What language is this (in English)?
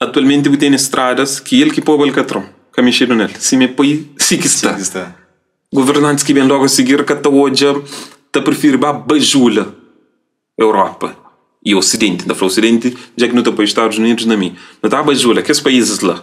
Kabuverdianu